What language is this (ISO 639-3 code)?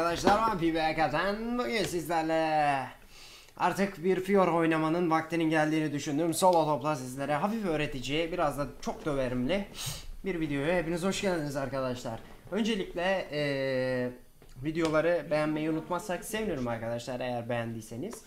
tur